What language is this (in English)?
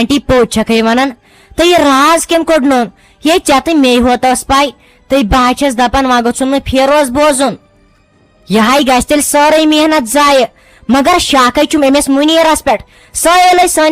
Kashmiri